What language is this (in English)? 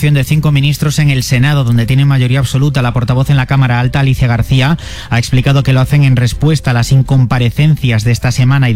Spanish